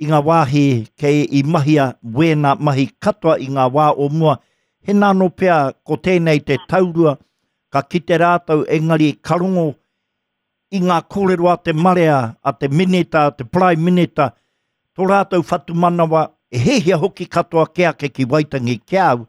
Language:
Māori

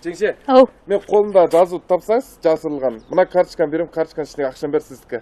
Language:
Kazakh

